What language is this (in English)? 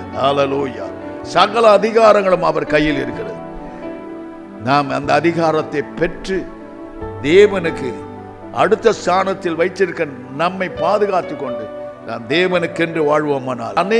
Tamil